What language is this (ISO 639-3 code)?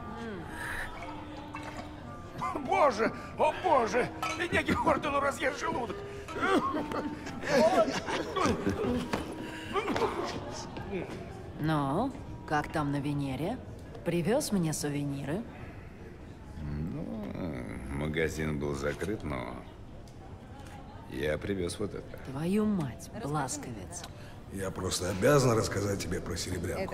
rus